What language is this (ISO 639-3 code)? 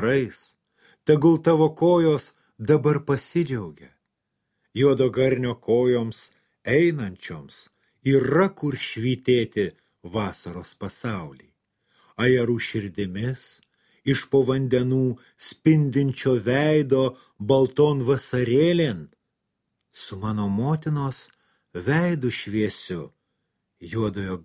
lit